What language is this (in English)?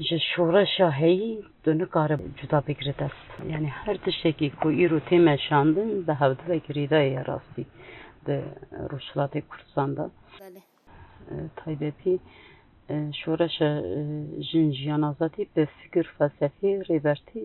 Kurdish